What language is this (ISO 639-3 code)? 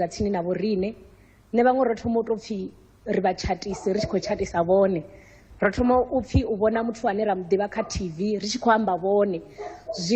ven